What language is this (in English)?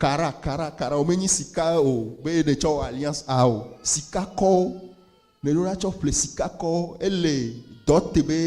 Ewe